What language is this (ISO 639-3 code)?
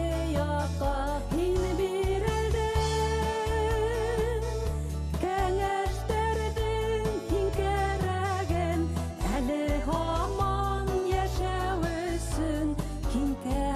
bak